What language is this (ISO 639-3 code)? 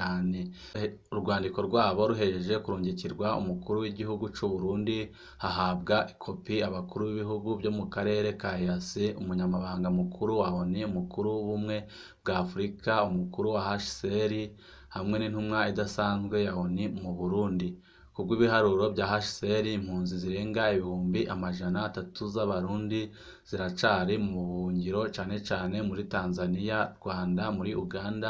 run